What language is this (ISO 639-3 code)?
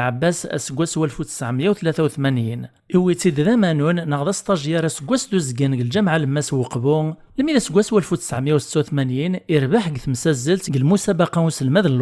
kab